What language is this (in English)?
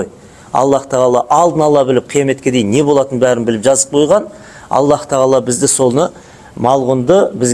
Kazakh